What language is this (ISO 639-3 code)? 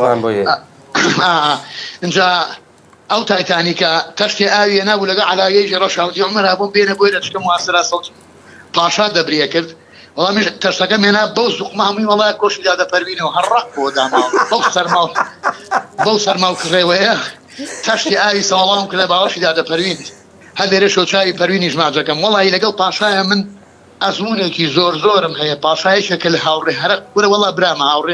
ckb